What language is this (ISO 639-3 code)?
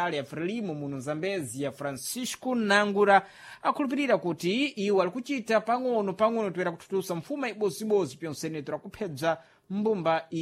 seh